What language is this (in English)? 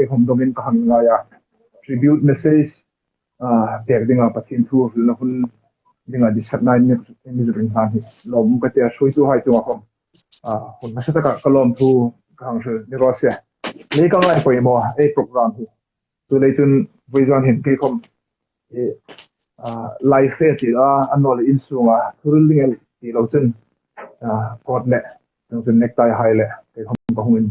Hmar